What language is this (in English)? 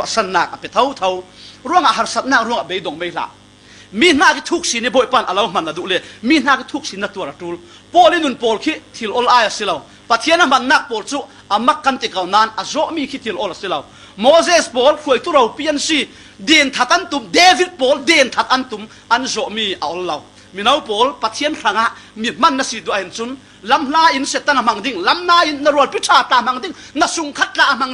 Falam Chin